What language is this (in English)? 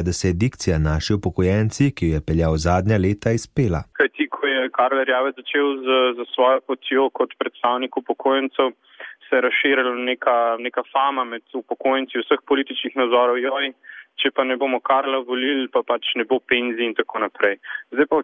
Slovenian